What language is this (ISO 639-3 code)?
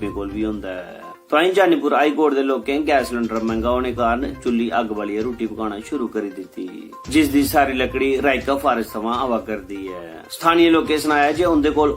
doi